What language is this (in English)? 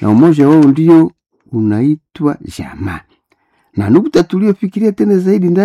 Swahili